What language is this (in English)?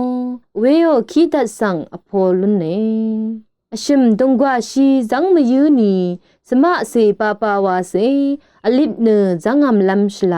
Rawang